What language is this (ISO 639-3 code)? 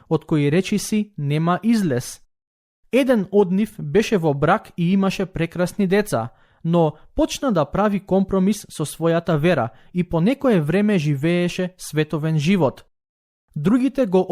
mkd